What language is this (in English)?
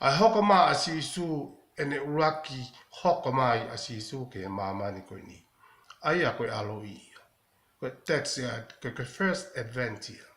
Tongan